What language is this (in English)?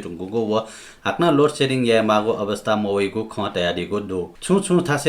Newari